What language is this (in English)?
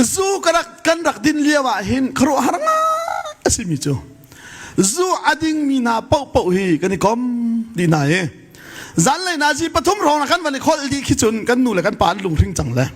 Hakha Chin